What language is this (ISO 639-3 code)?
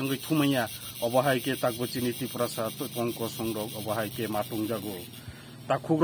trp